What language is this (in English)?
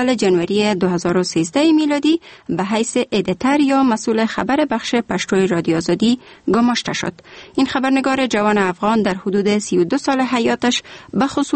Persian